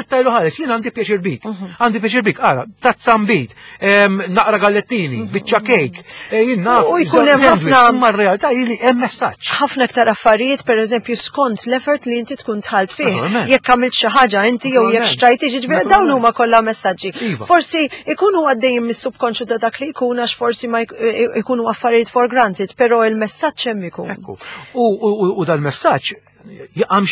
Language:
Maltese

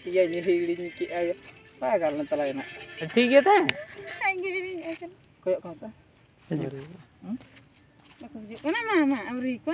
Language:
Santali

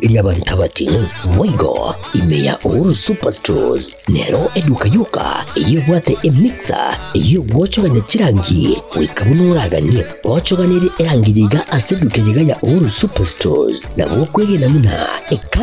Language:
Gusii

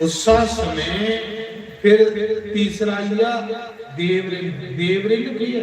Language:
Dogri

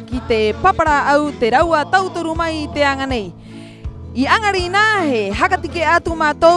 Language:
Rapanui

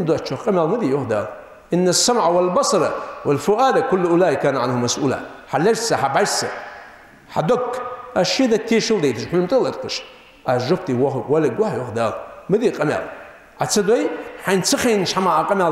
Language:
Ingush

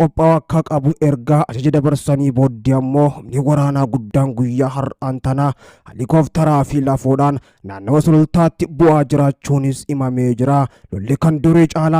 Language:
Oromo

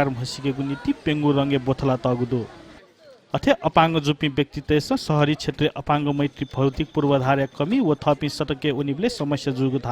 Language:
Newari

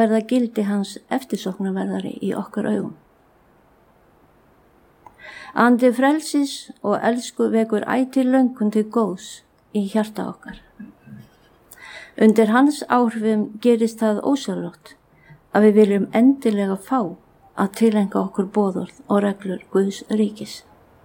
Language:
Icelandic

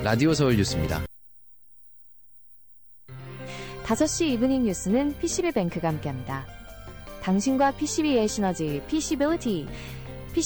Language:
Korean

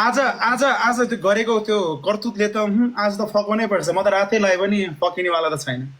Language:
Nepali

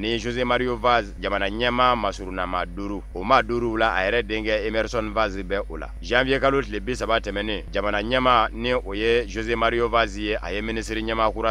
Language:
Bambara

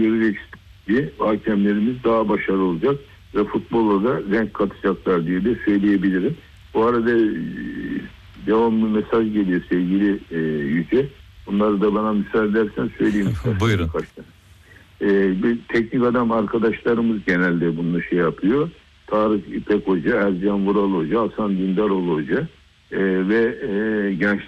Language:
Turkish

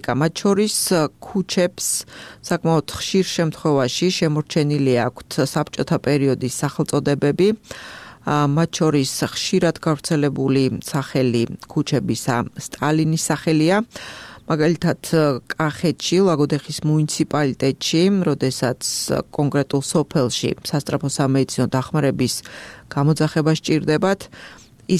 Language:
Georgian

